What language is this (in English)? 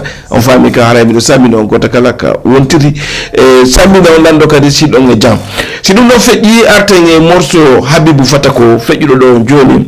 Fula